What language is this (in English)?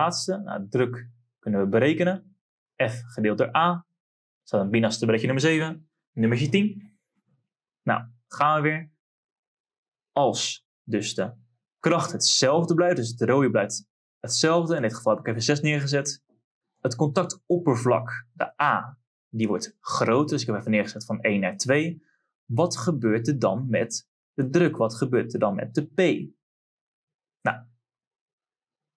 Dutch